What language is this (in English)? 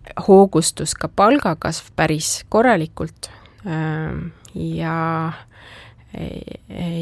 Estonian